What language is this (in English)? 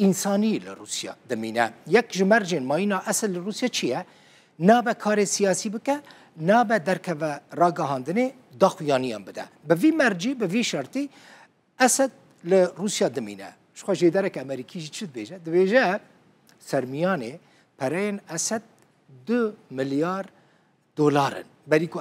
Kurdish